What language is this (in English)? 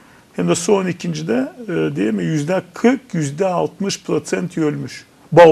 Gagauz